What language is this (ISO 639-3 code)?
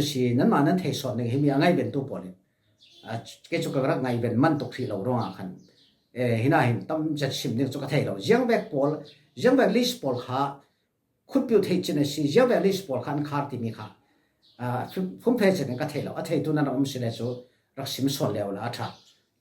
cfm